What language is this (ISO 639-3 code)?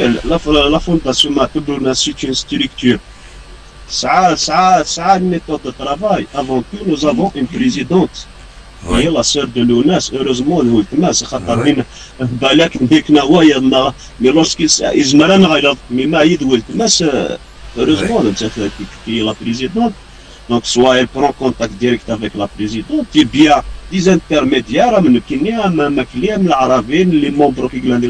kab